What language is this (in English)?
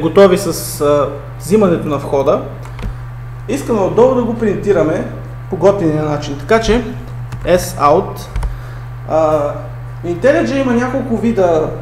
Bulgarian